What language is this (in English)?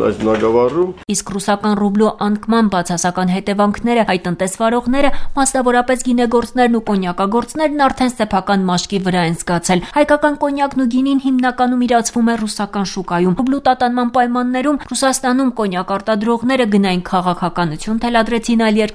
Armenian